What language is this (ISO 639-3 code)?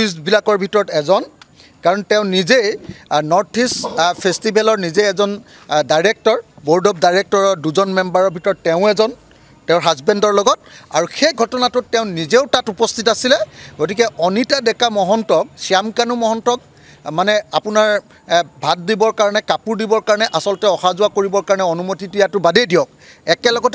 asm